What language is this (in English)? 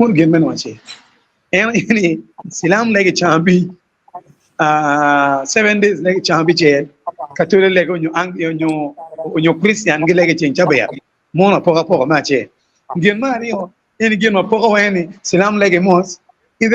Acoli